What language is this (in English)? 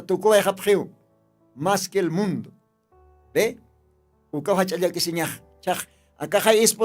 Aymara